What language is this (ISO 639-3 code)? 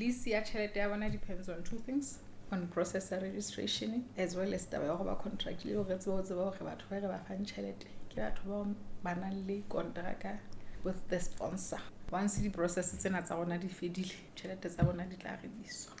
sot